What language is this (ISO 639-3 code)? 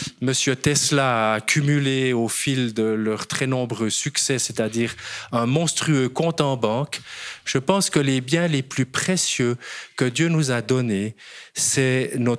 fra